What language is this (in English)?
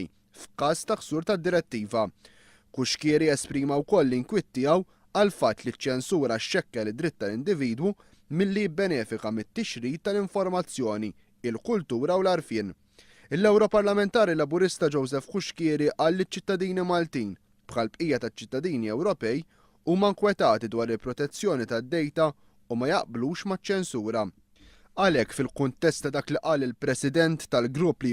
Maltese